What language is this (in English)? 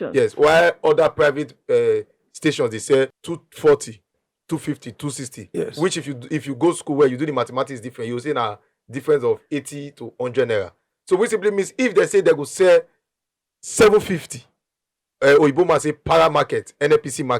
Nigerian Pidgin